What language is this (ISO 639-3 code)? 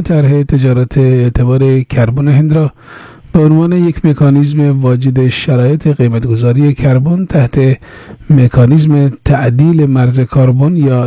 fas